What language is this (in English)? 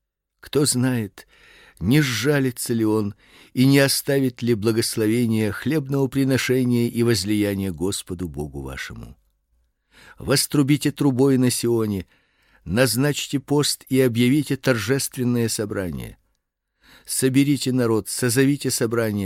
Russian